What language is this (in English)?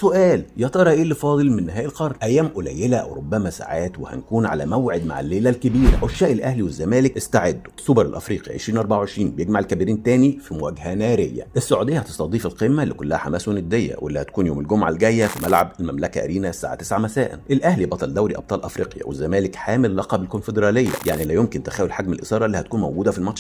Egyptian Arabic